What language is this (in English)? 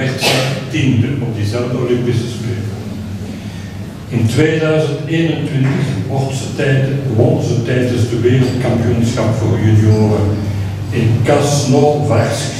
Dutch